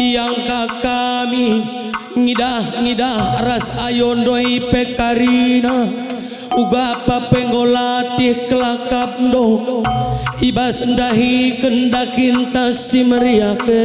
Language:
Batak Karo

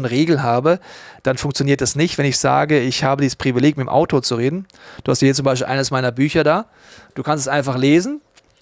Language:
Swiss German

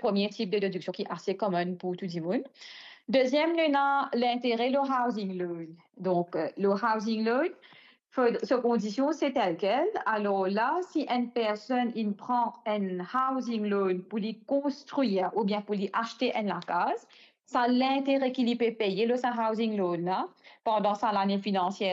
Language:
Morisyen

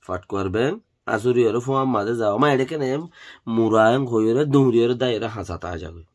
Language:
Rohingya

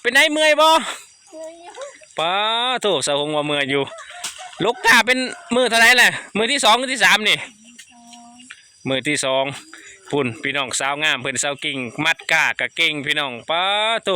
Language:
Lao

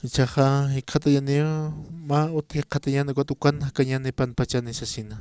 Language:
Aymara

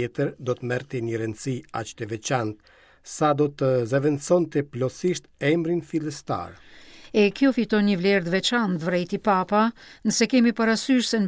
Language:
Albanian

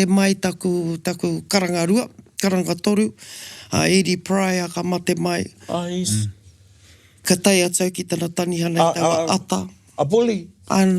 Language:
Māori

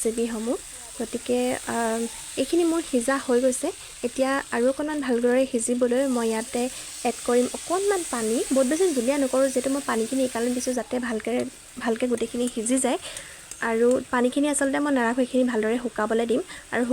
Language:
Assamese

